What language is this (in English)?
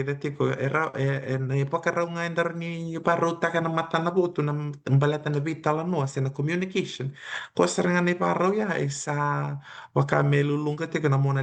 Fijian